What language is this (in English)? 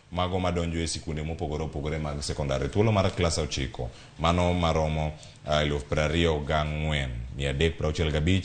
Luo (Kenya and Tanzania)